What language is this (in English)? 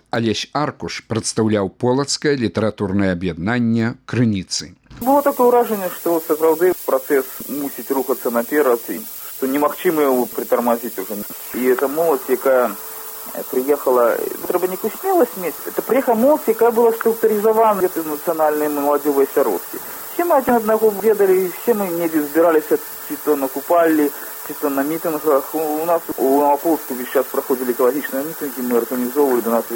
Belarusian